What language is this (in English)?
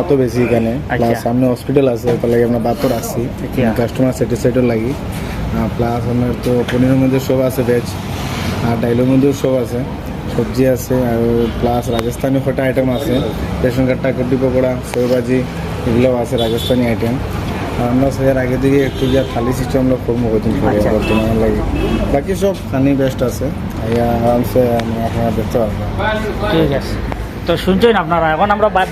Sylheti